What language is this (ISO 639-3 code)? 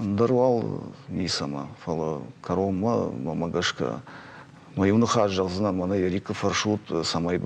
oss